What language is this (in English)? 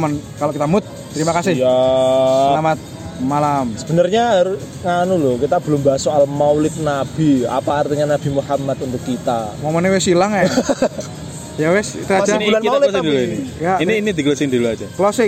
Indonesian